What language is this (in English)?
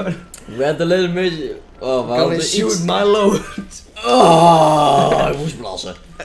Dutch